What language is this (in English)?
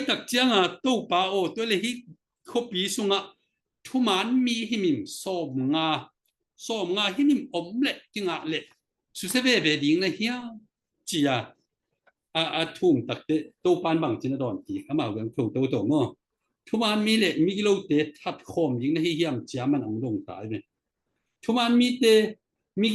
Tedim Chin